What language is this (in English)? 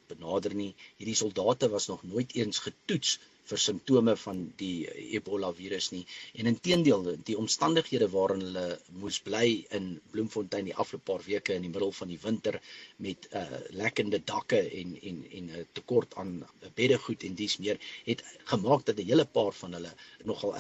Afrikaans